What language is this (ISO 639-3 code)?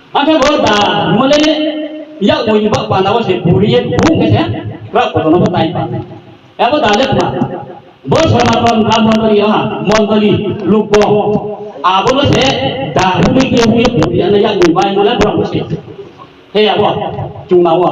ria